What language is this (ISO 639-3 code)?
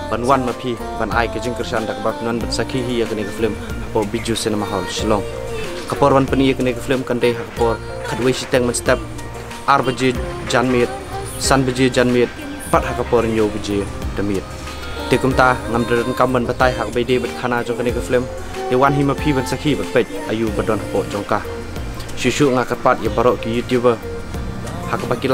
kha